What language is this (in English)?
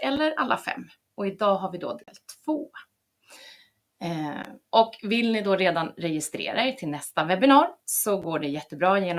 Swedish